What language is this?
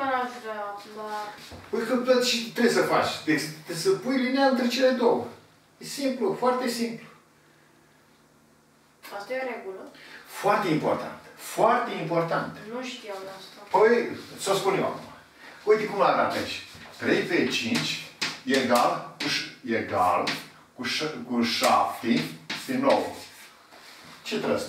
Romanian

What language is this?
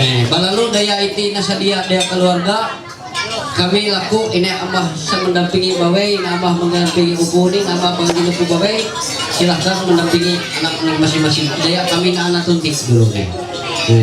Ma'anyan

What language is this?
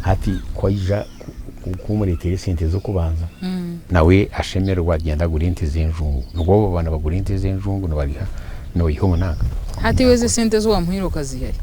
Nyankole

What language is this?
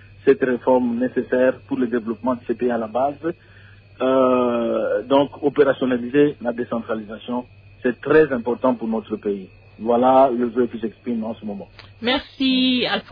French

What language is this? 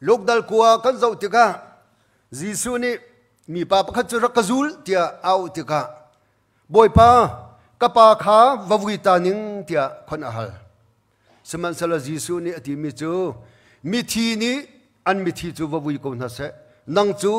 Hakha Chin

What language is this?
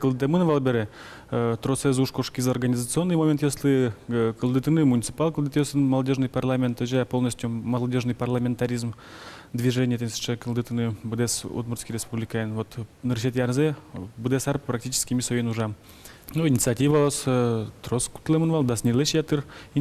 Udmurt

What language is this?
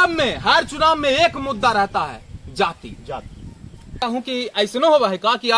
Magahi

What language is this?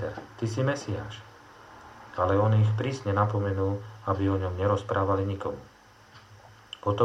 Slovak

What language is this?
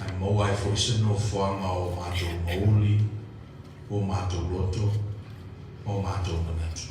Samoan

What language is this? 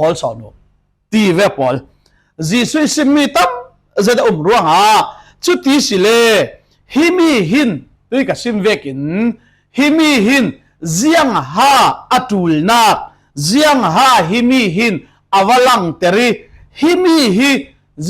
Falam Chin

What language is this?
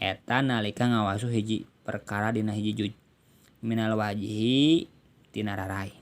Sundanese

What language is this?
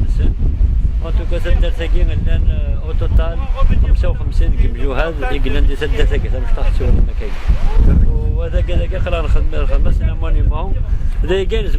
Kabyle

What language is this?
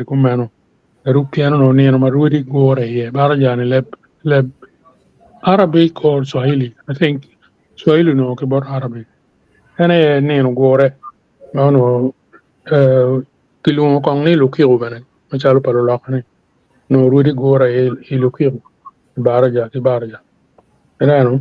Acoli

